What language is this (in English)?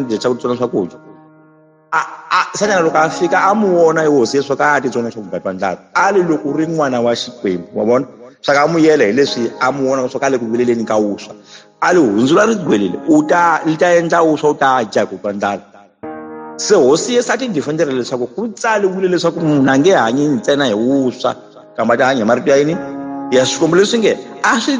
Tsonga